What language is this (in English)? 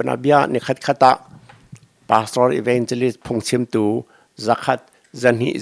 Hakha Chin